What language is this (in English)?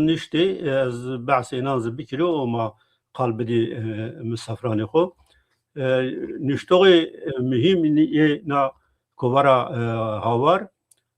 Zaza